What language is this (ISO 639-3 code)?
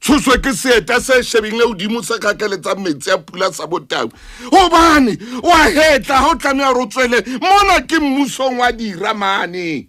sot